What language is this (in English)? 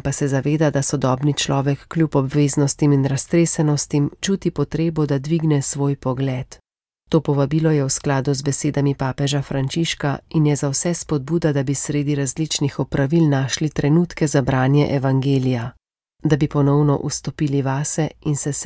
Slovenian